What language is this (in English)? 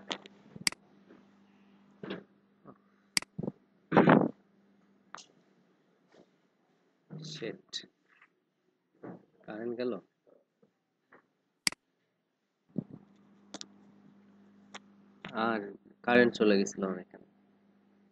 Bangla